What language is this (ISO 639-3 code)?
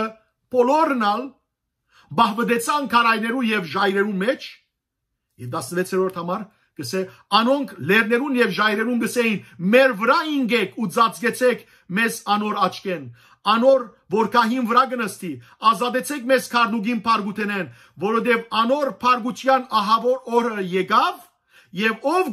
hyw